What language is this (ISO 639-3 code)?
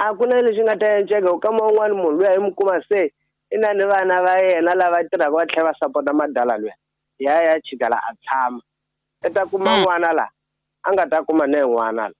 tso